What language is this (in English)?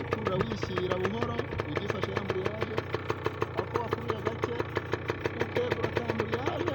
Kinyarwanda